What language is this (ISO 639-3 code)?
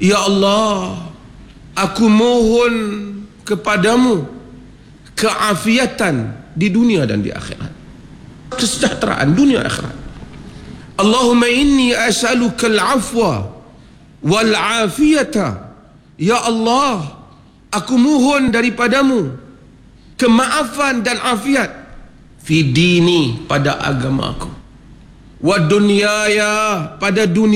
msa